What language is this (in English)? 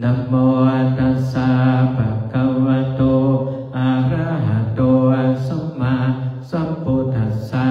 Pali